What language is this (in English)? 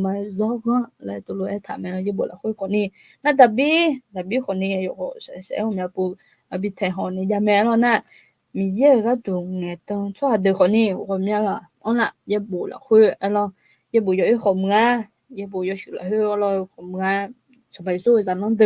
Akha